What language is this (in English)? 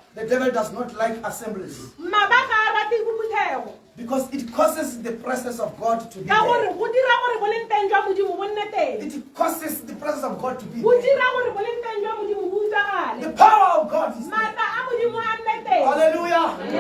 Tswana